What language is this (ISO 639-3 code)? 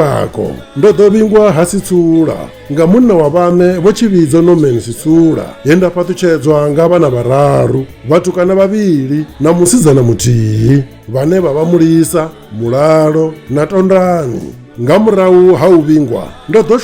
ven